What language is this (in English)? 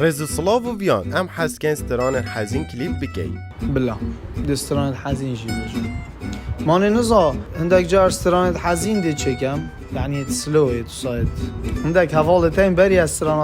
Kurdish